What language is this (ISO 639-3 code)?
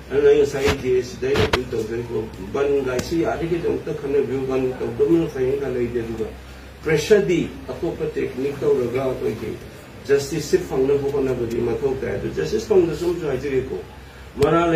mni